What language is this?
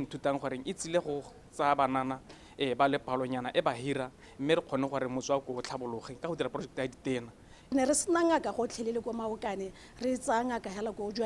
Tswana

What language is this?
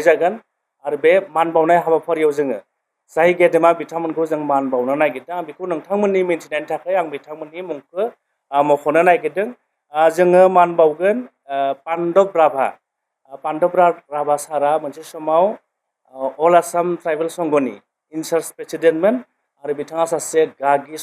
Bodo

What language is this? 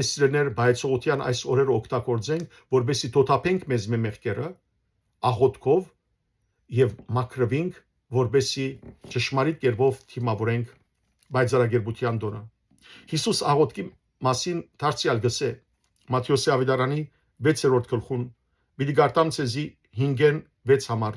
Western Armenian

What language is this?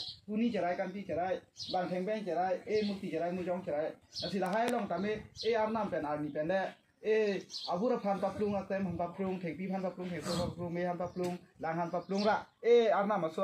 Karbi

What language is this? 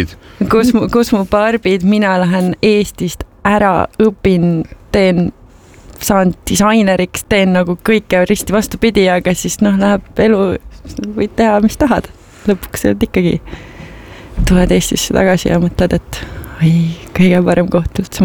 Estonian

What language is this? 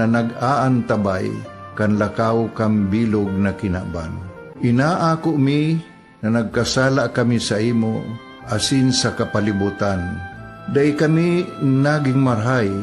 Bikol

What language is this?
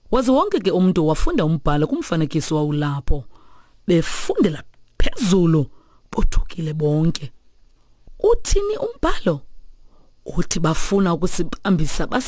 Xhosa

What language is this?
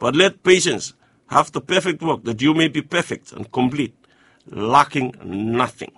Bislama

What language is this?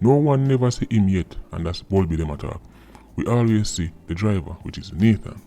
Jamaican Creole English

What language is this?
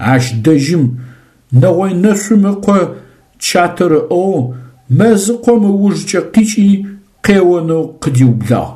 Adyghe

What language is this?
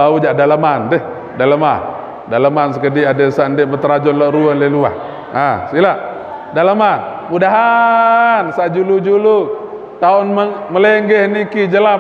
Sasak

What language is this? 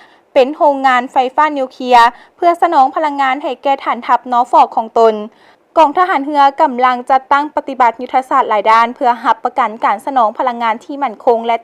Lao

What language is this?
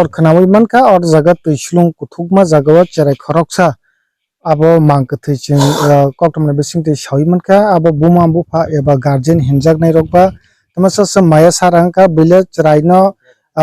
Kok Borok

